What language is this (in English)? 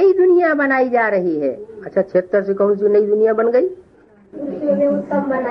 Hindi